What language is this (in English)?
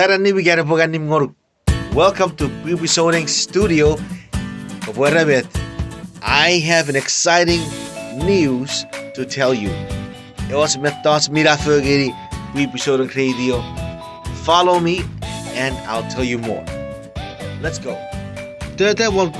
Chuukese